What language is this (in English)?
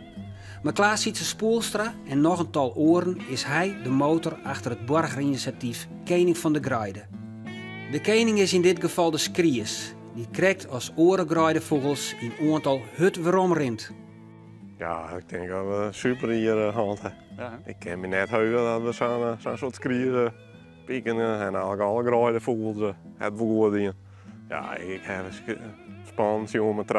Western Frisian